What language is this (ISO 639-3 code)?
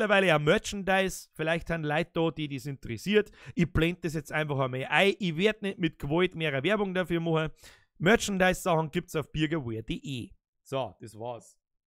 bar